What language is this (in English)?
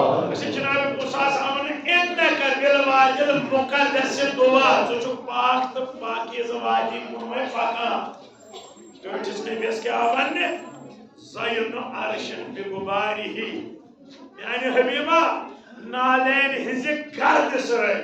Kashmiri